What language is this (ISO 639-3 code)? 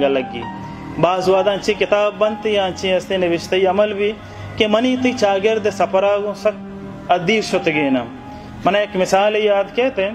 bal